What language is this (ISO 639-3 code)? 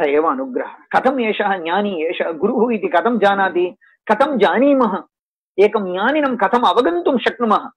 san